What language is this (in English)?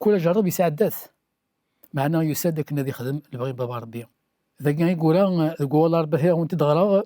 Kabyle